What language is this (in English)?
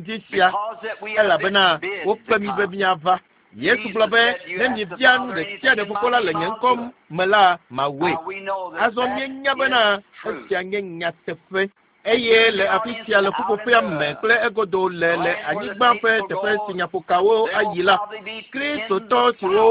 Ewe